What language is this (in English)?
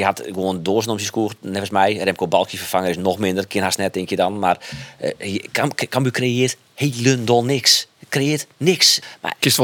Western Frisian